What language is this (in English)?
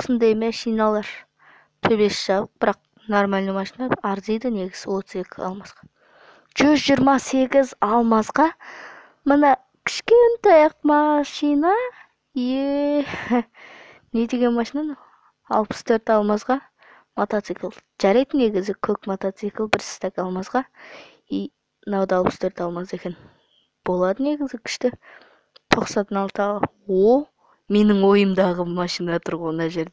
Kazakh